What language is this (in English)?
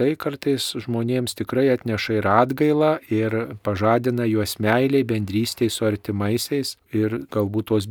Lithuanian